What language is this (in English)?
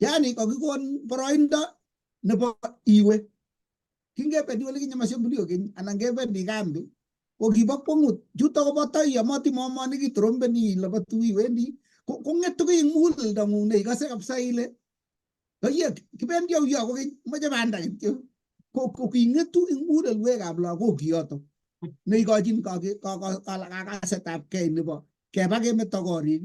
Kalenjin